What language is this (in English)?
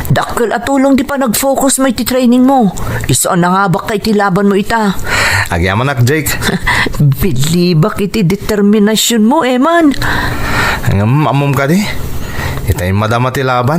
Iloko